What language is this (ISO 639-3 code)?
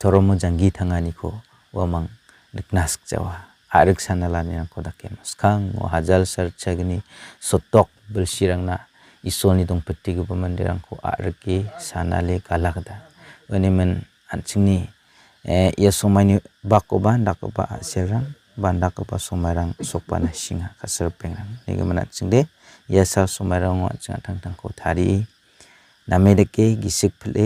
grt